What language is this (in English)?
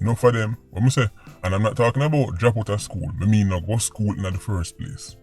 Jamaican Creole English